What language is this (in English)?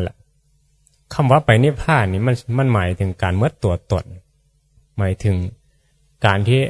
Northeastern Thai